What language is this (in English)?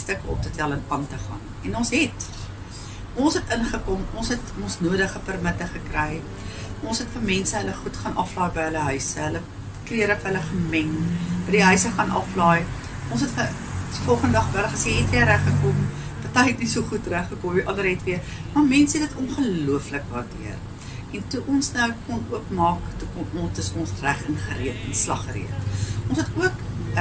Afrikaans